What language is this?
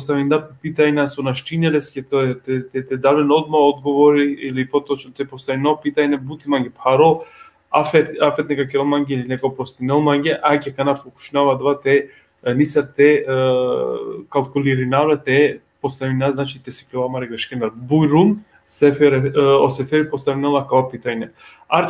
Balkan Romani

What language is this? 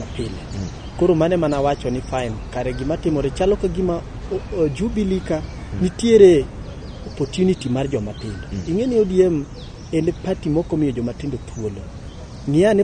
Luo (Kenya and Tanzania)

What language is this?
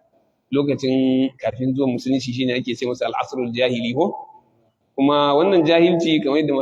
Hausa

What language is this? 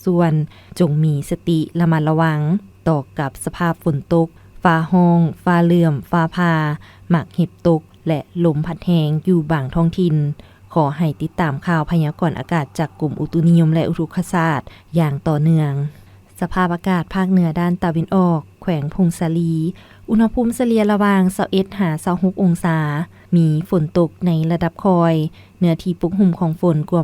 Lao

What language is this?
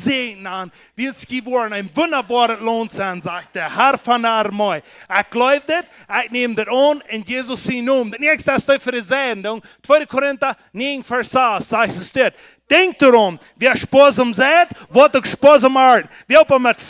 Plautdietsch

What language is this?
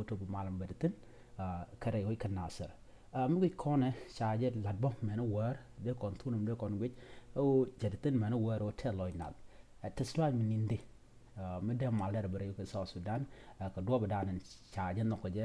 Nuer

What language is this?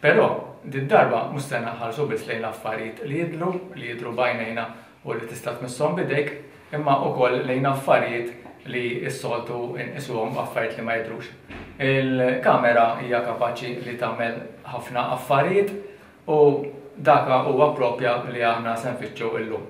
Maltese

